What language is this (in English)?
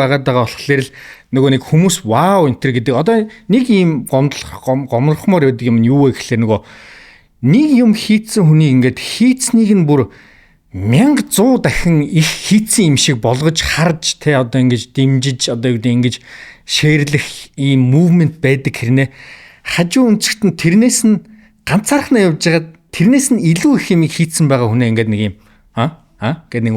Mongolian